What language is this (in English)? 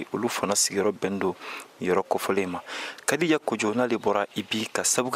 Bambara